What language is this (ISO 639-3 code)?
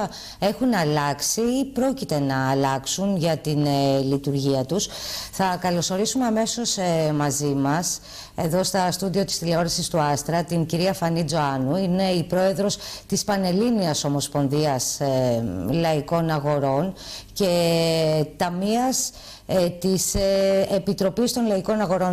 ell